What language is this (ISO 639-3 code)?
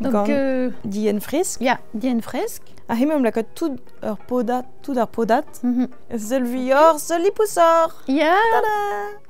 bre